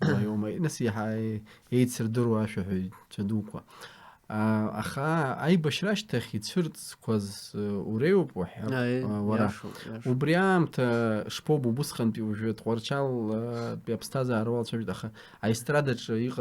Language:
Abkhazian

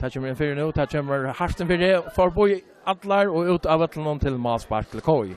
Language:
Faroese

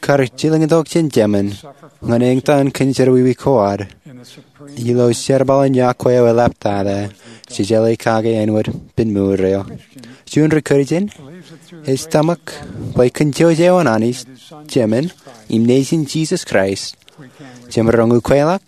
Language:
Marshallese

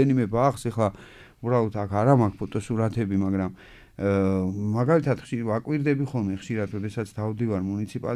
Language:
Georgian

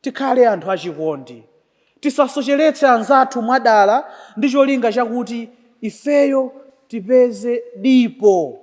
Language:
Nyanja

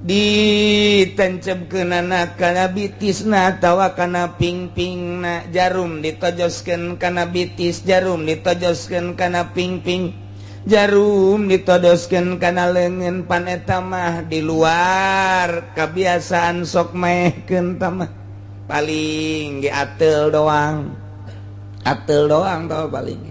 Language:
Sundanese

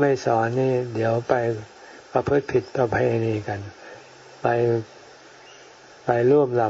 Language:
Thai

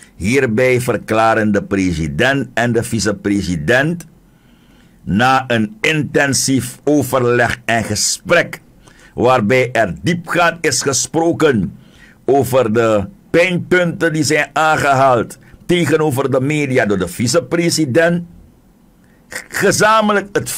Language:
Dutch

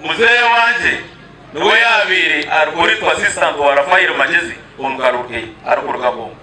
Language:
Nyankole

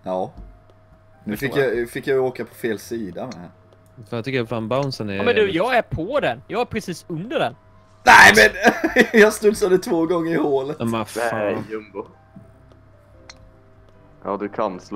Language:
Swedish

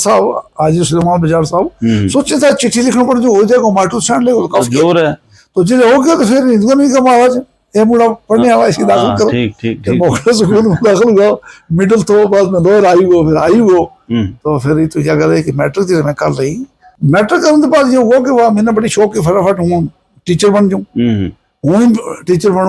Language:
Gujari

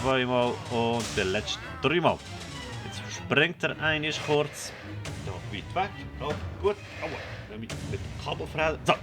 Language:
Swiss German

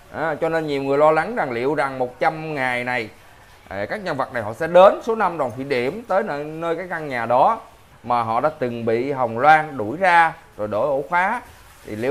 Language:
Vietnamese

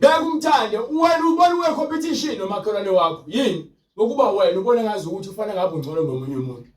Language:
Zulu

